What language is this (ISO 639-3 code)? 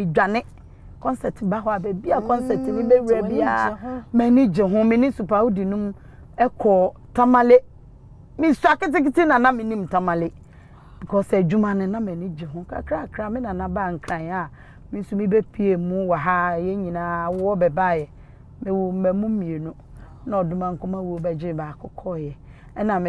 aka